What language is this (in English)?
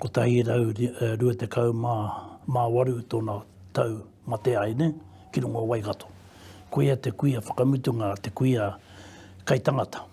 Māori